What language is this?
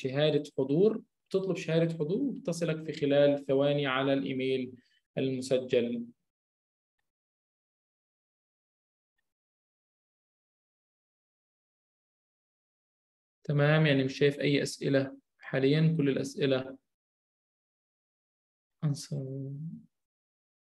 Egyptian Arabic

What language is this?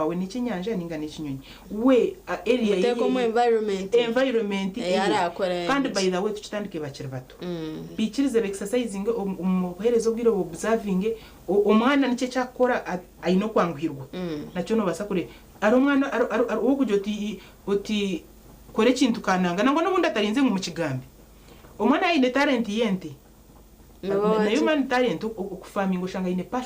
Nyankole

